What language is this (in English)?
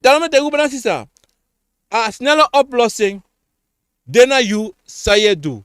Sranan Tongo